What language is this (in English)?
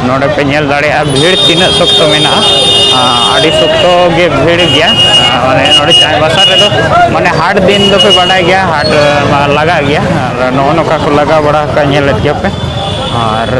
Santali